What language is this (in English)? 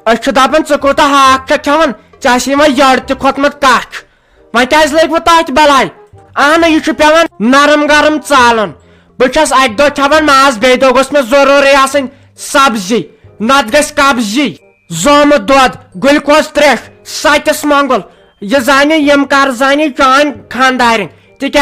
Kashmiri